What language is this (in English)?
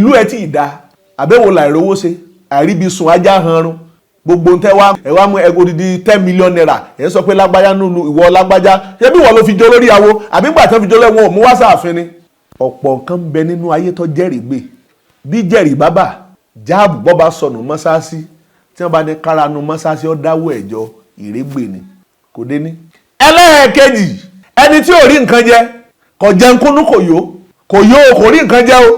Yoruba